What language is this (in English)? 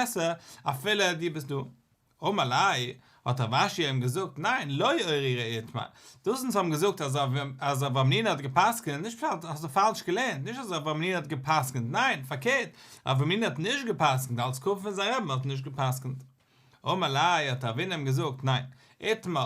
Yiddish